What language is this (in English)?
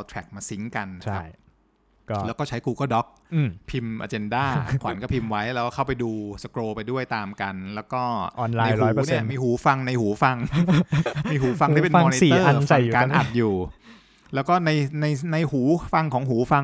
Thai